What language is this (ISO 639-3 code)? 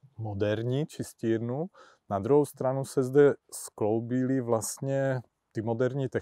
ces